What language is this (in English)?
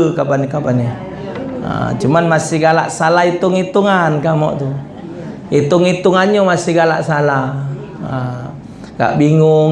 Musi